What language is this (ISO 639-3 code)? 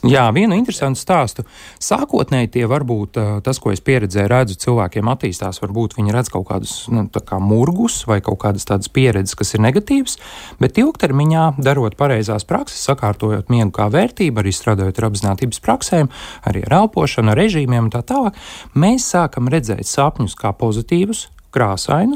lav